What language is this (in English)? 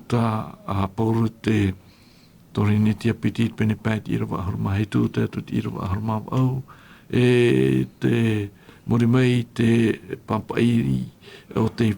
Tahitian